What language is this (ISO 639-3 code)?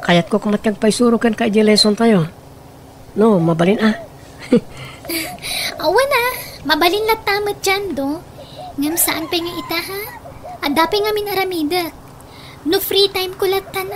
ilo